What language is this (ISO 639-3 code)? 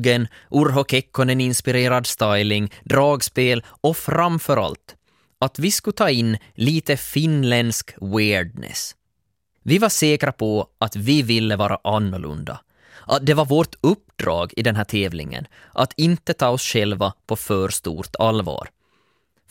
swe